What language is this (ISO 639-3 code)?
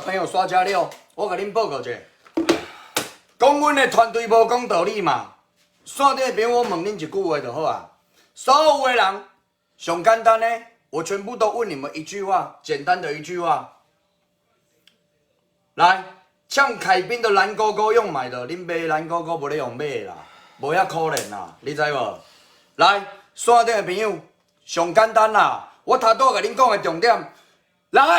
nan